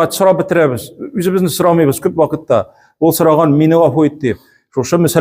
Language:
Tatar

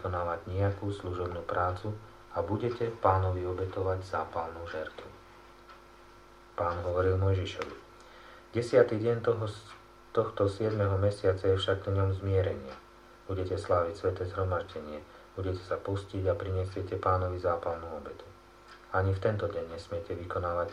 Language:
Slovak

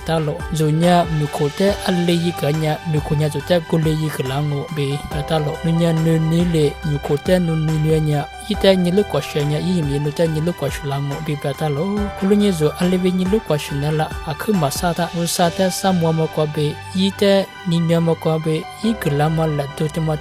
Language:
Lisu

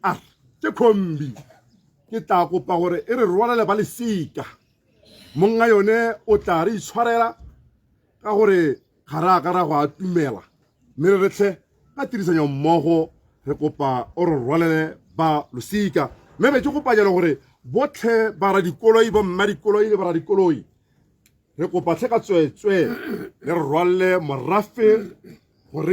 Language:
Tswana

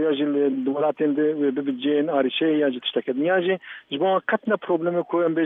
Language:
Kurdish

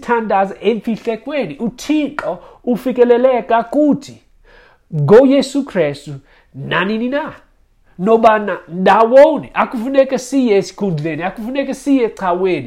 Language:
Xhosa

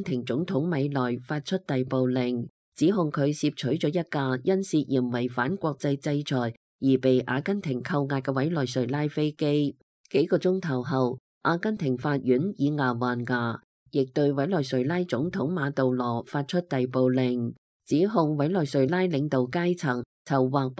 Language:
Cantonese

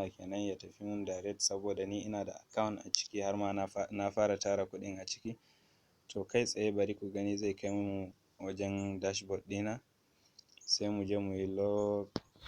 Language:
Hausa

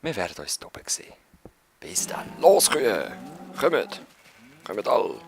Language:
Swiss German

